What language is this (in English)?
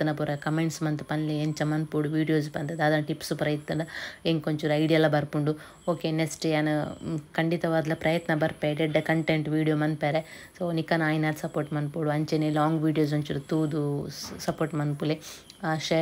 Tulu